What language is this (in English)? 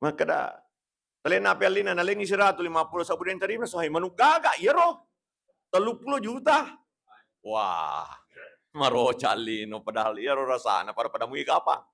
Buginese